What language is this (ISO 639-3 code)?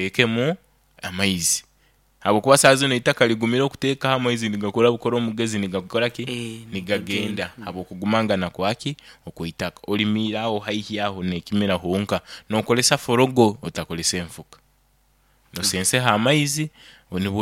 nyo